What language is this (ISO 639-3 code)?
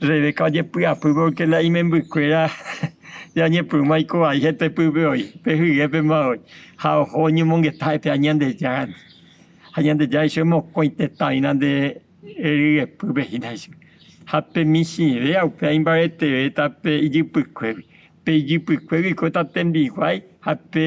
grn